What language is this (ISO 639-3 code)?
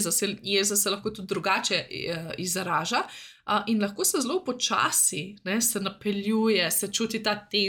slv